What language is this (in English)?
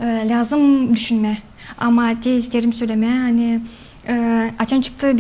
Gagauz